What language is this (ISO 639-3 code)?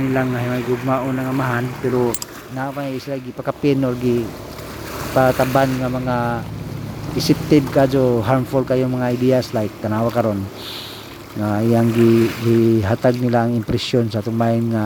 ceb